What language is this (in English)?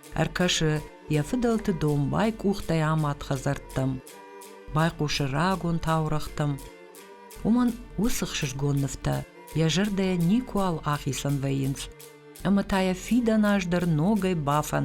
Ossetic